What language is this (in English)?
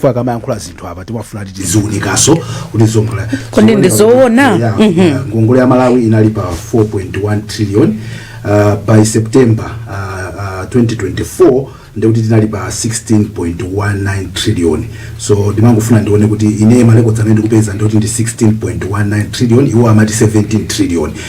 Nyanja